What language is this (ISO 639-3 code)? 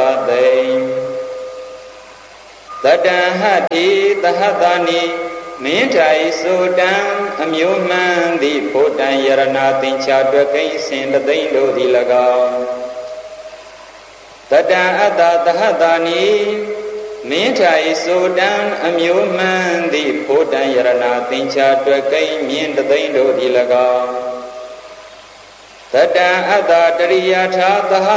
mya